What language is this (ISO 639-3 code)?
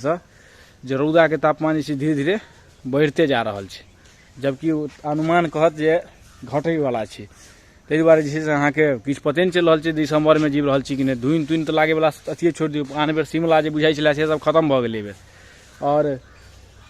mai